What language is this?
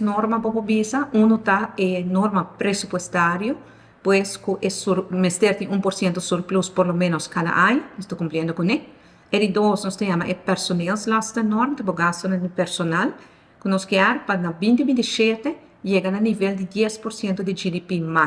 Papiamento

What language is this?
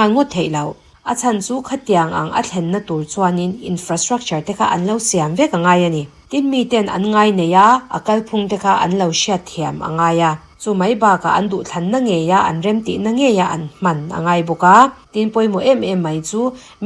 Mizo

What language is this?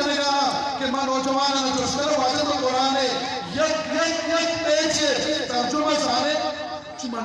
Eastern Balochi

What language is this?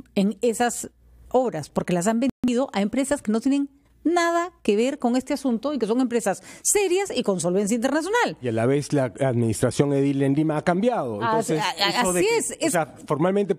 Spanish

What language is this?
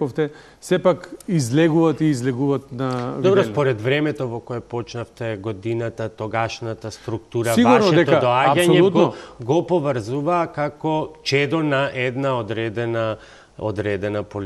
Macedonian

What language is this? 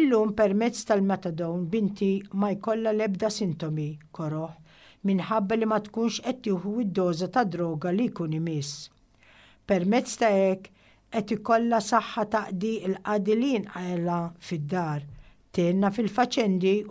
Maltese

